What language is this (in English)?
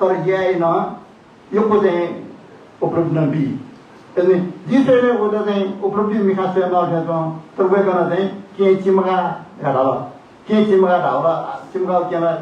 Newari